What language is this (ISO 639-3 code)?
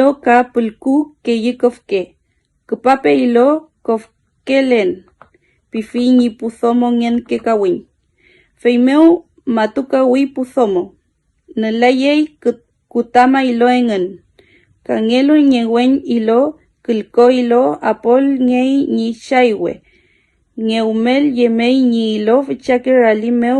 arn